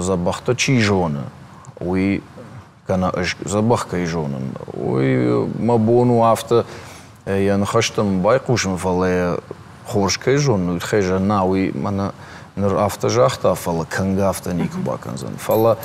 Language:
Ossetic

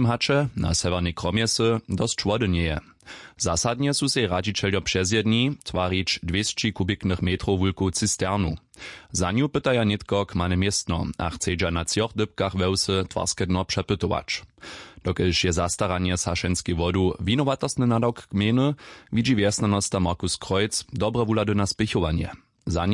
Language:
Upper Sorbian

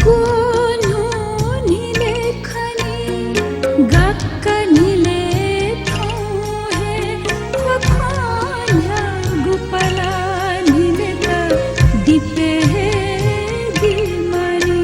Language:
Newari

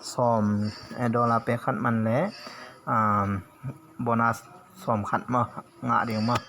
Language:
Tedim Chin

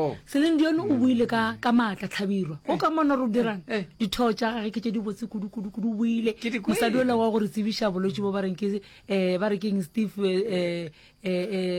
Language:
Northern Sotho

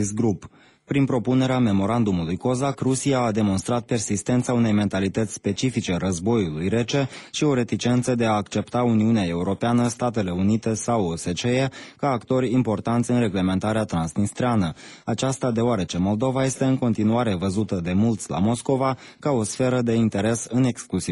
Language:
Romanian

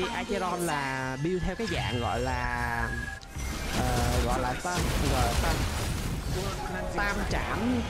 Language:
Vietnamese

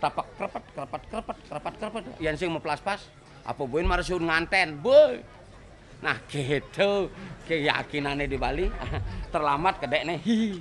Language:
Balinese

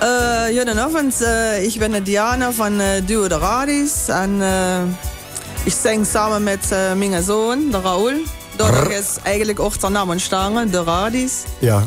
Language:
Limburgish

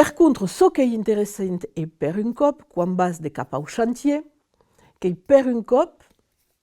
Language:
Occitan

